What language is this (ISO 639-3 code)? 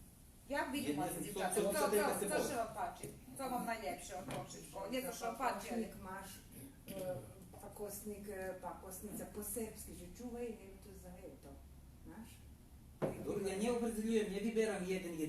rue